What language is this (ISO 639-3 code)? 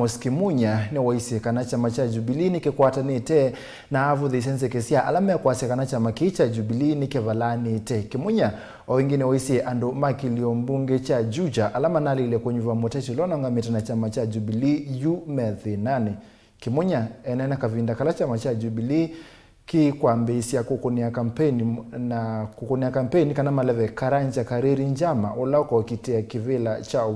kam